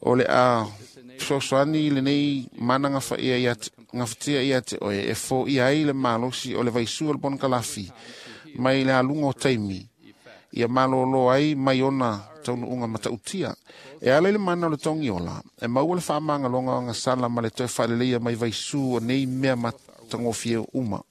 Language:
Samoan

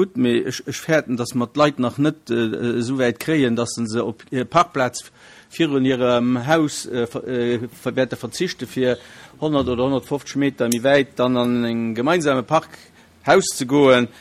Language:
Luxembourgish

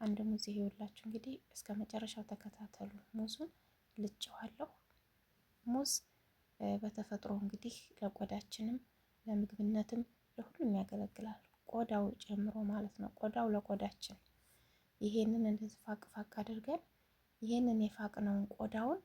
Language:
Amharic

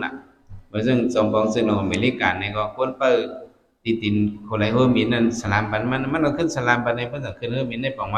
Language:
Shan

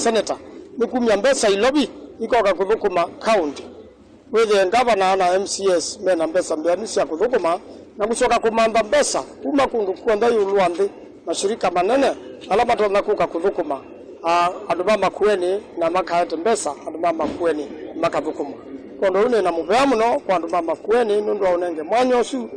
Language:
Kamba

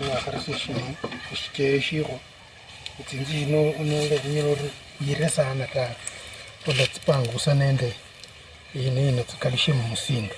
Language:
Luyia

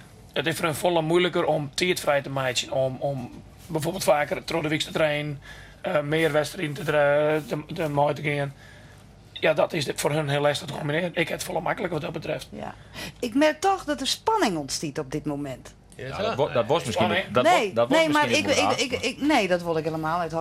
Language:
Western Frisian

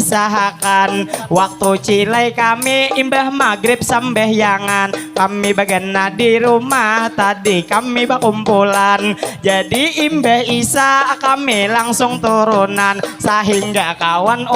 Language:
Banjar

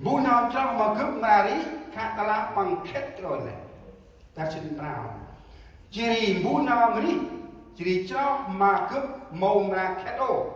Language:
Central Mnong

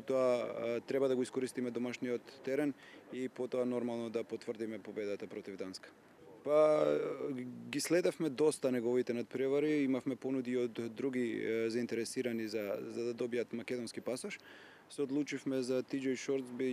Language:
Macedonian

